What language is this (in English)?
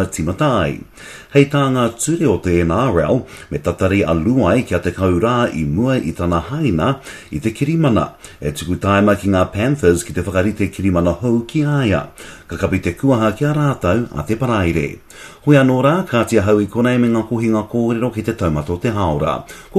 Māori